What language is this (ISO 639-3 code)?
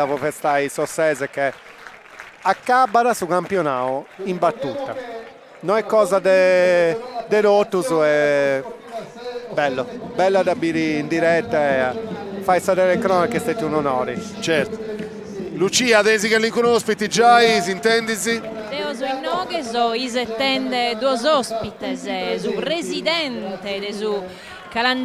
srd